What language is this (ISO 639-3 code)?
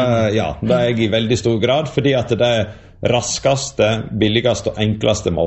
nor